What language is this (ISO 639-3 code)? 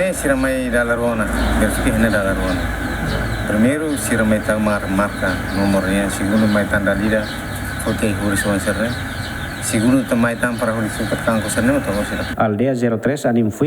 tet